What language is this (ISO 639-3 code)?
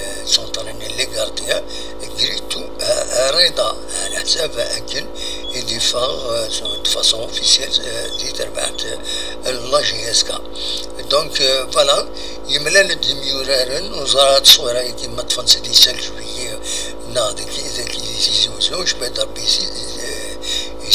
kab